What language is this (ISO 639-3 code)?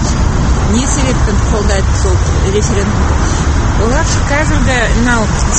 kaz